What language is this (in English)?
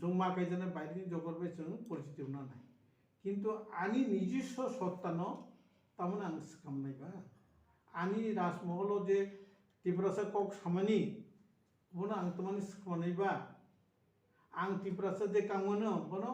Kok Borok